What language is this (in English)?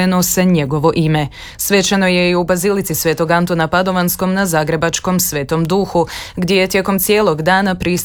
Croatian